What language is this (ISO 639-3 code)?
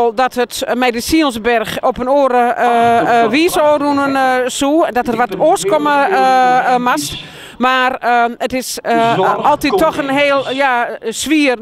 fry